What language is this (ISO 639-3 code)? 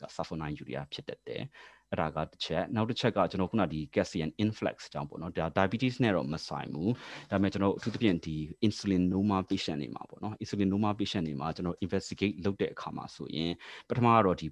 mya